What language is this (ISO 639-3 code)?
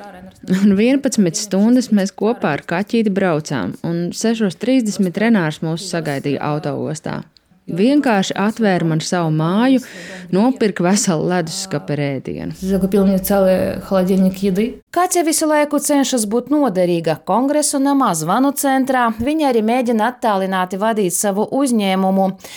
lav